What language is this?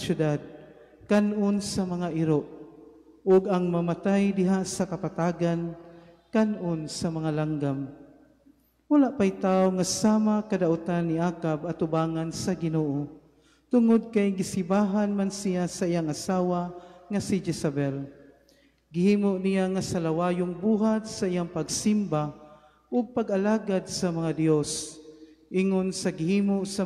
Cebuano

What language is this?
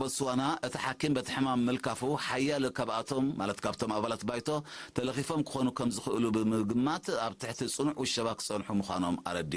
Tigrinya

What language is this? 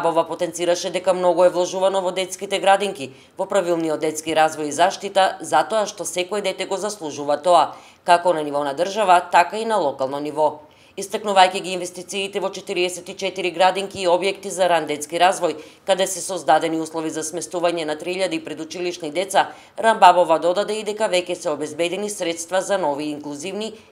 Macedonian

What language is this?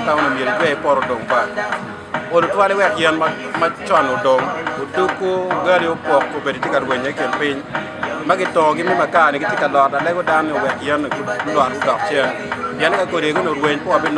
Acoli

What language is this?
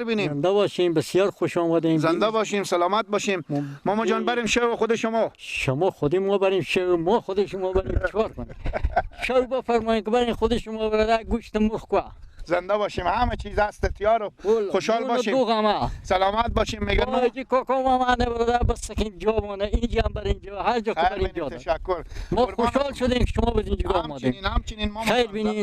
Persian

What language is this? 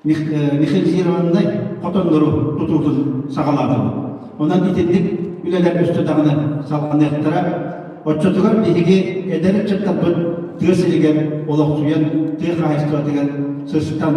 Yakut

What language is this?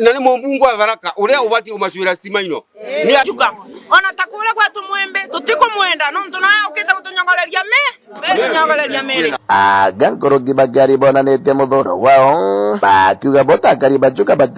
Meru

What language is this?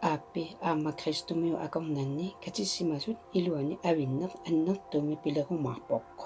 Kalaallisut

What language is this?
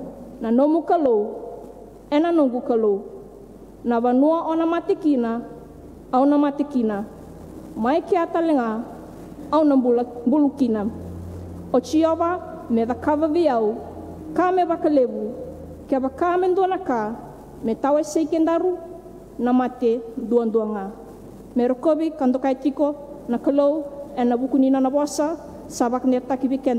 Fijian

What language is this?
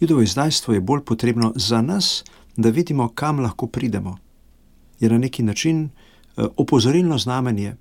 Slovenian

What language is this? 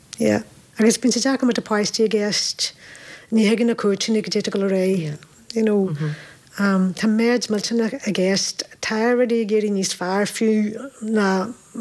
Irish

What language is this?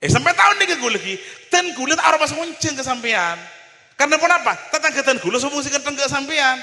Madurese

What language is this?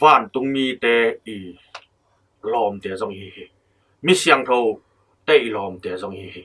Tedim Chin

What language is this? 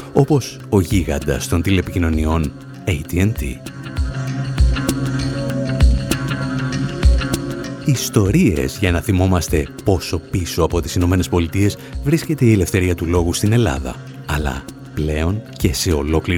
Greek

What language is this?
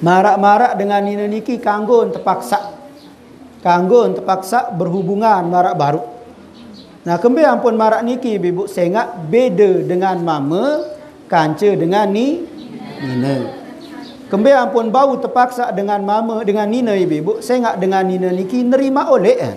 Sasak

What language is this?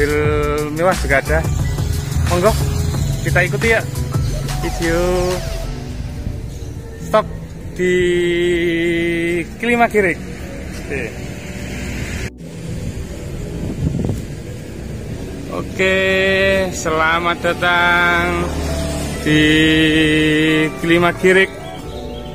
Indonesian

